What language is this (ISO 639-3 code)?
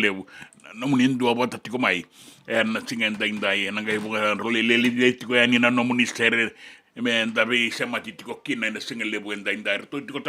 fij